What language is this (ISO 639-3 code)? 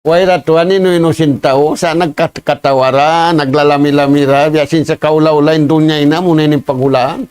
tsg